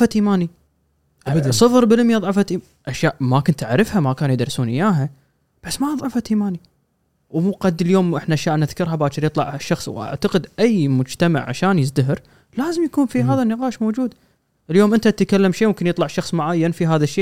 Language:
Gulf Arabic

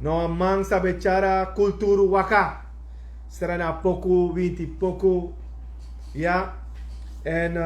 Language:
Sranan Tongo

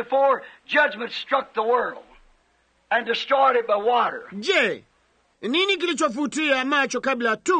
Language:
Swahili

